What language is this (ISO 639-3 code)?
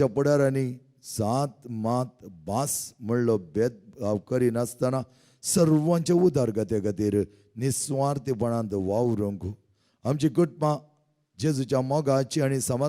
kok